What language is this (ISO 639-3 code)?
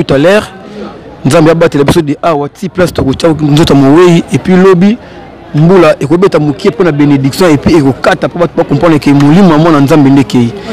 lin